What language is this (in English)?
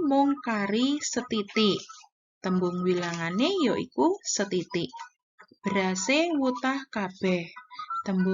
Javanese